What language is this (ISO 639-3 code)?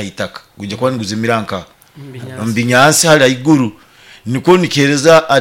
nyo